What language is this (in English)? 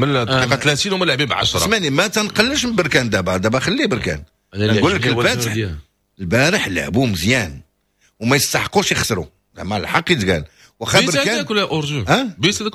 Moroccan Arabic